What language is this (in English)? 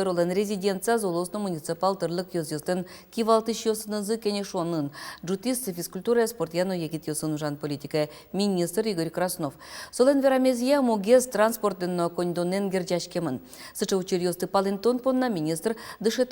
Udmurt